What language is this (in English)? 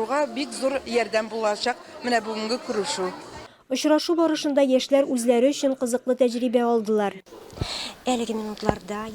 Tatar